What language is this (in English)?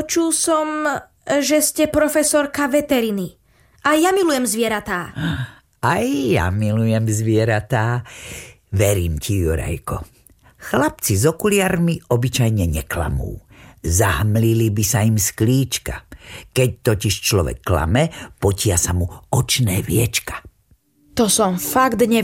Slovak